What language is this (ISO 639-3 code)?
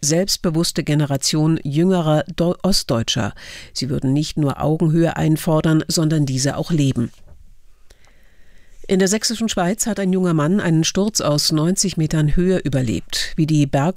deu